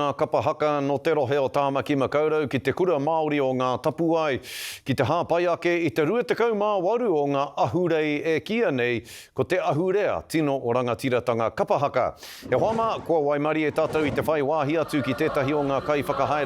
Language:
Māori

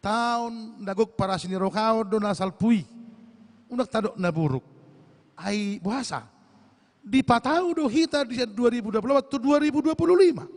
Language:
Batak Toba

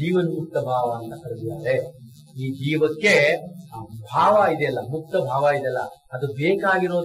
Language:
Kannada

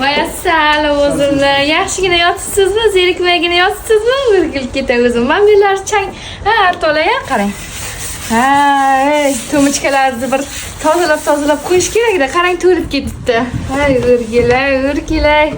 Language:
Uzbek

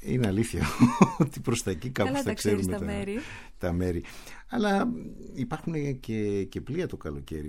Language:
Greek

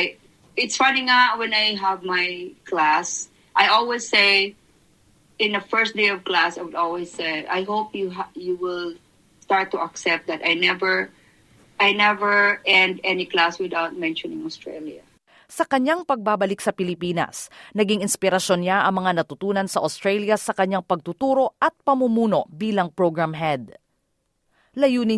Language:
Filipino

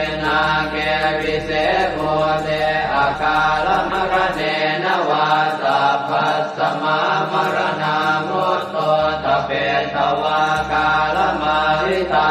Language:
Pali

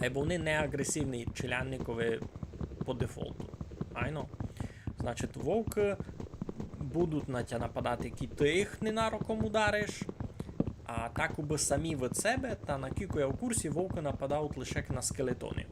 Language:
Rusyn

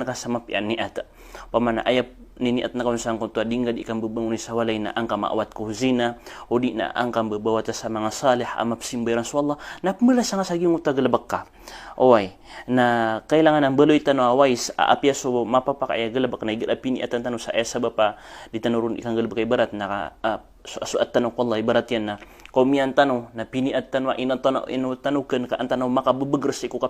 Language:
Maranao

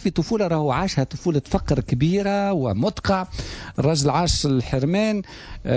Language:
Tunisian Arabic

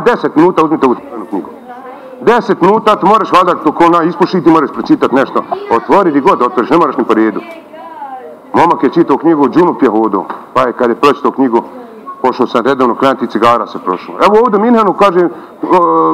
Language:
Bosnian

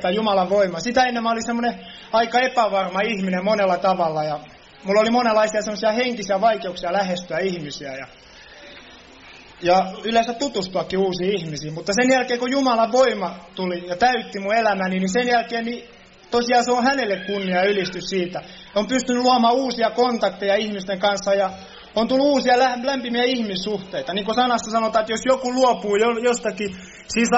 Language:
Finnish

